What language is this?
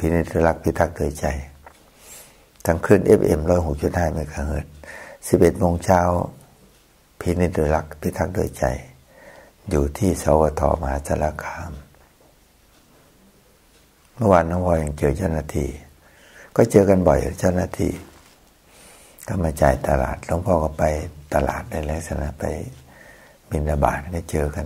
Thai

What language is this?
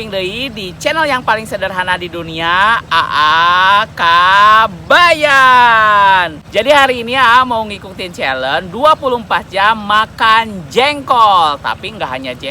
Sundanese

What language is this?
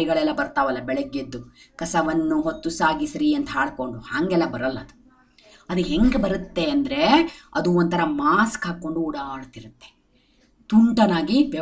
Kannada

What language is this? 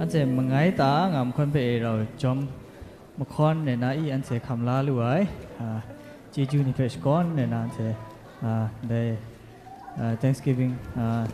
Kachin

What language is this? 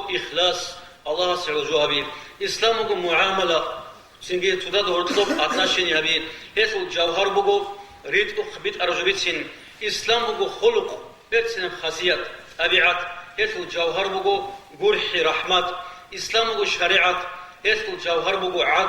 Avaric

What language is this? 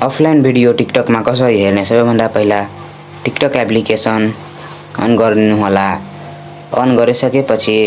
Nepali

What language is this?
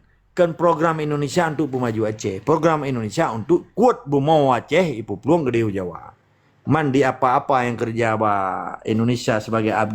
Achinese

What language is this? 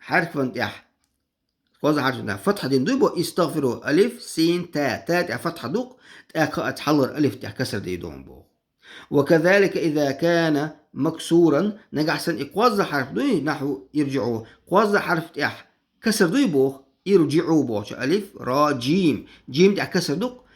Chechen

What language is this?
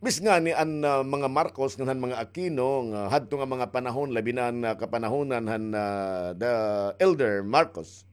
Waray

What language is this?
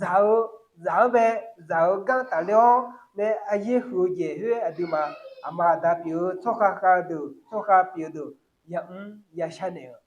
Akha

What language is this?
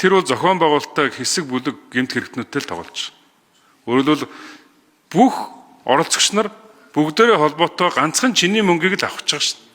Mongolian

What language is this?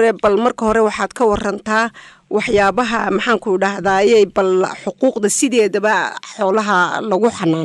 Somali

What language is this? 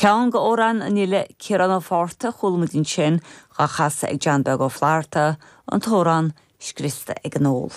Irish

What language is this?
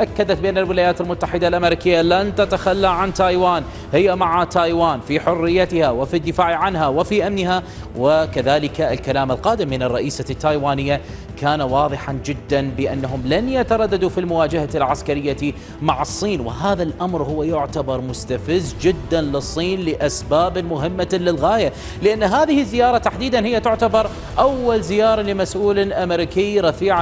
Arabic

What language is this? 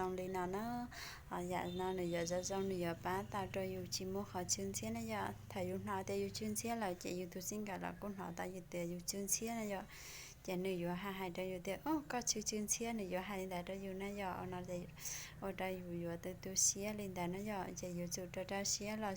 Hmong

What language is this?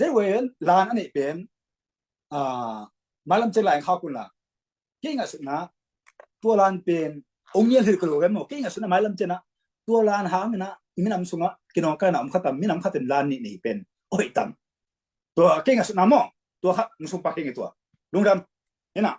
Tedim Chin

